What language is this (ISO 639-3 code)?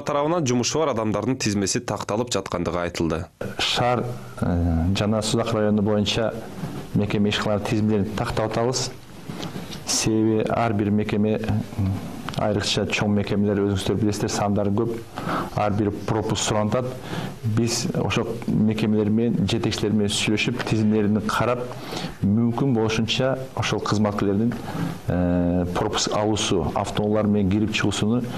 kir